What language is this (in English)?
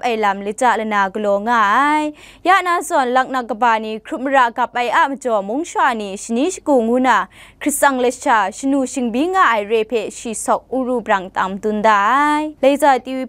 Kachin